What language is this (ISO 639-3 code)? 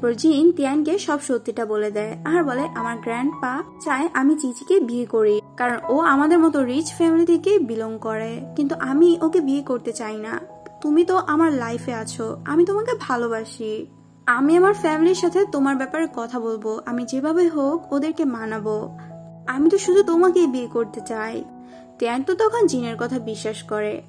ben